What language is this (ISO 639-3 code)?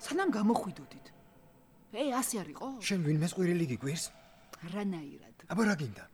kat